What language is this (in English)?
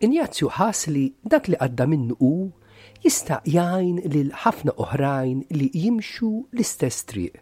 Maltese